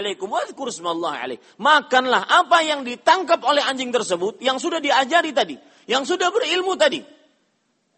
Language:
Indonesian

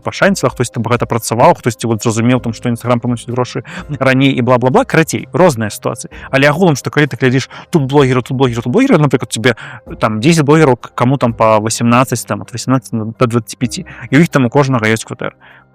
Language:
Belarusian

